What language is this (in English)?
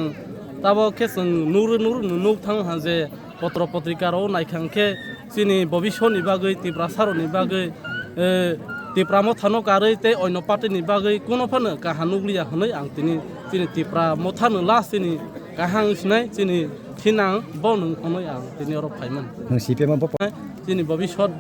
Kok Borok